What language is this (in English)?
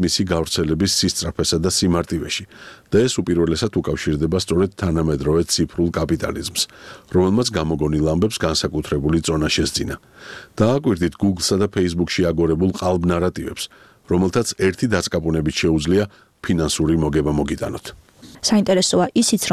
Georgian